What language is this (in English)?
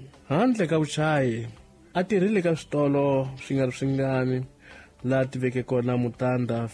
Tsonga